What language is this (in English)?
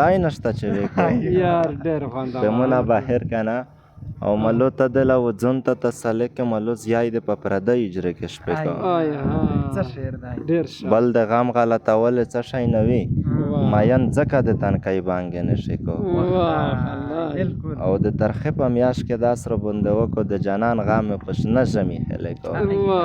Pashto